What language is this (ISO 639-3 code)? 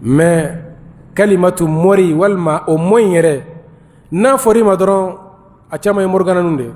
bam